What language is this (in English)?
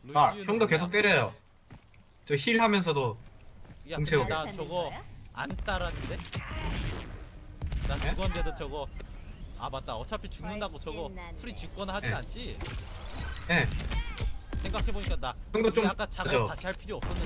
Korean